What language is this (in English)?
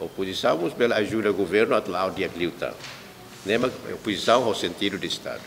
Tetum